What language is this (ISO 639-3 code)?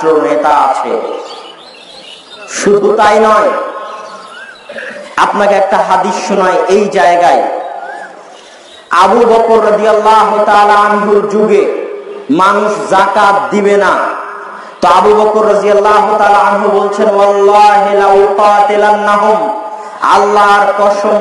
ben